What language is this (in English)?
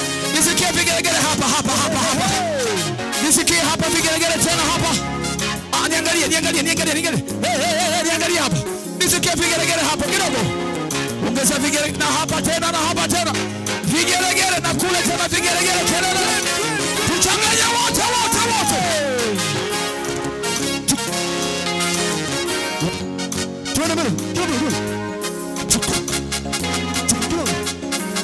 Swahili